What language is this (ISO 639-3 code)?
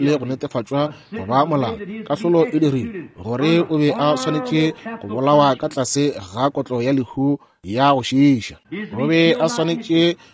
nso